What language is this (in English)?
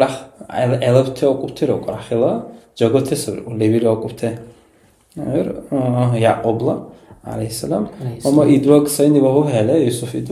Dargwa